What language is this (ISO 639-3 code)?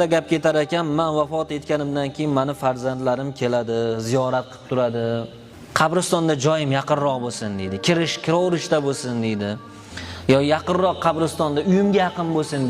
uzb